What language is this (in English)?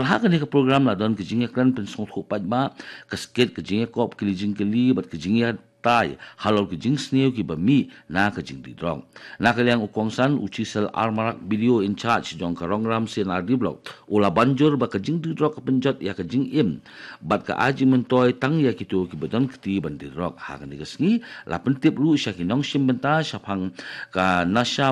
Khasi